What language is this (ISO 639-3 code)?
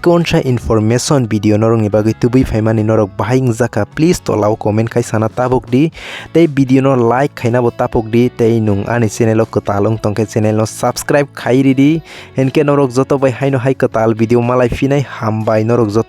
trp